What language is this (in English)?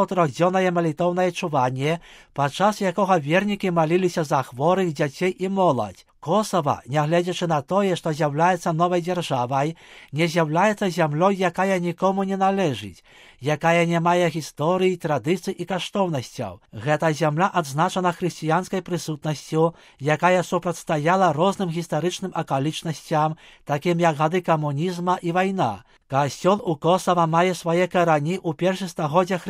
Belarusian